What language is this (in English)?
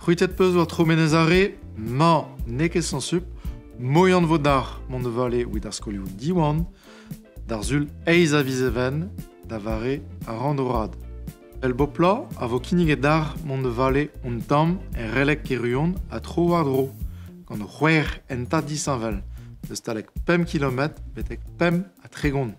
Breton